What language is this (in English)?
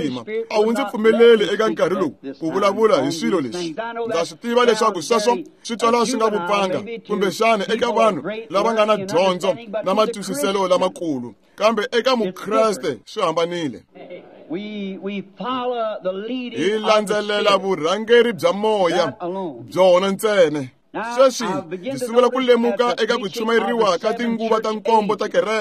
Tsonga